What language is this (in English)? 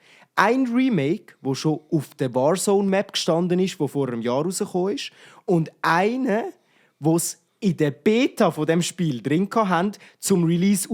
Swiss German